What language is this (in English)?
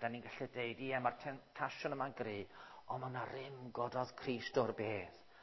Welsh